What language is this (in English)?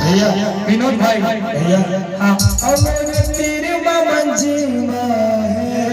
Chhattisgarhi